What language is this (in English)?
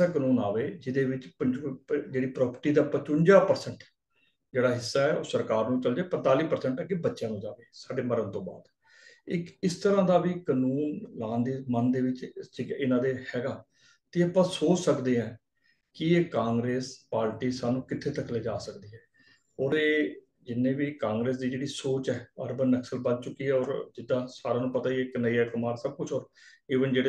Punjabi